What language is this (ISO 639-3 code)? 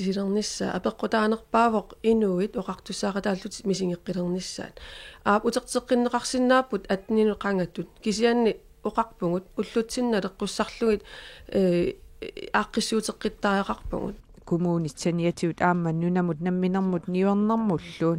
kal